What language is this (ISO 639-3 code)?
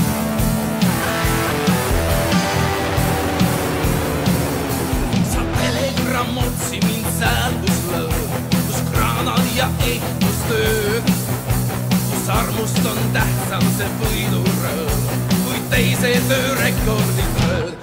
est